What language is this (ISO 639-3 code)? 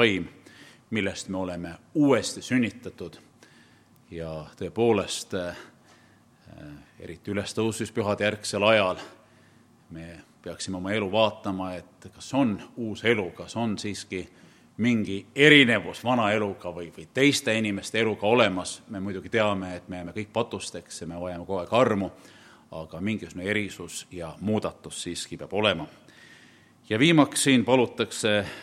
est